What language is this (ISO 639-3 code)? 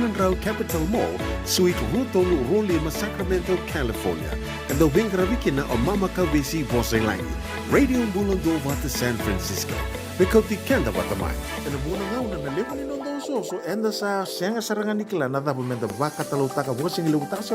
fij